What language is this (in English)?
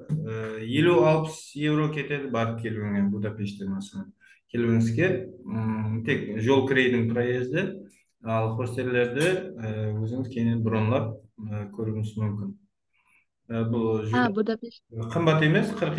Kara-Kalpak